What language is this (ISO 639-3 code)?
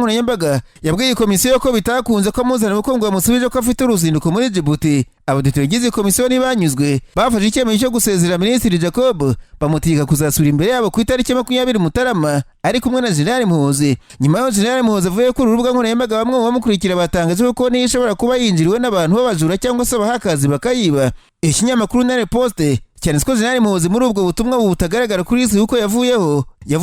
kin